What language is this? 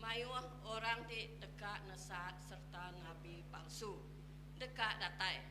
Iban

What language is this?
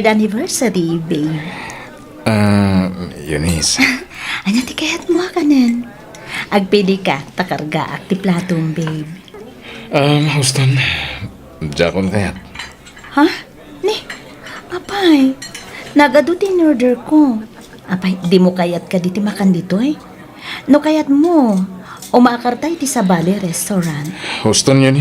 Iloko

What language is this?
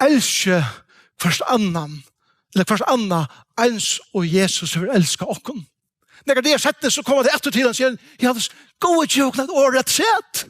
Faroese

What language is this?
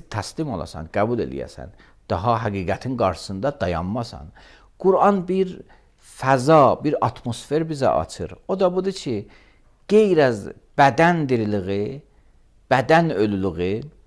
Azerbaijani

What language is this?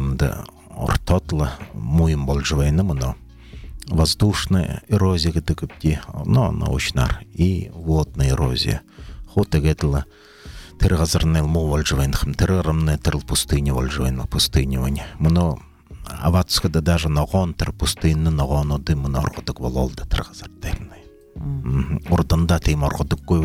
Buriat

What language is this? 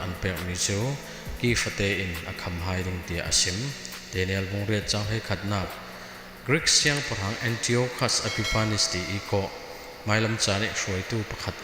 Falam Chin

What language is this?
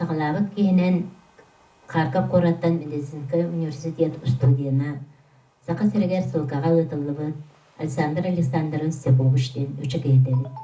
Yakut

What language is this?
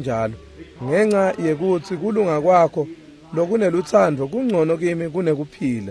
Swati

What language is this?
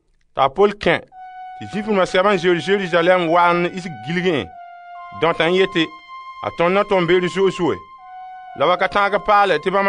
Frafra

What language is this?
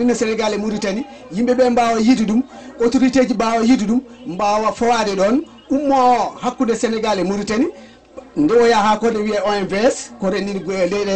Fula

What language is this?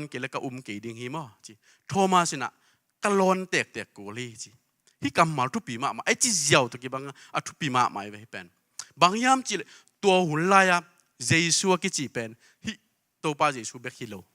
Tedim Chin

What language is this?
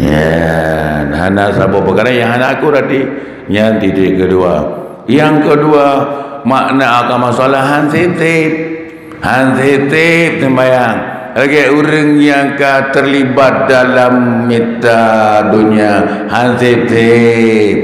Achinese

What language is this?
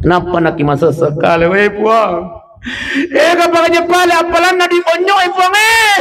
Buginese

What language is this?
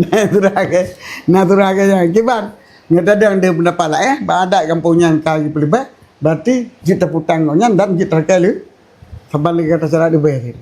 Achinese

